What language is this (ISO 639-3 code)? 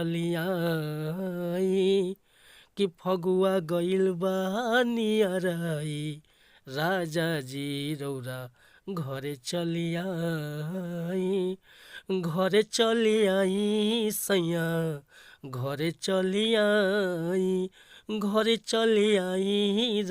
bho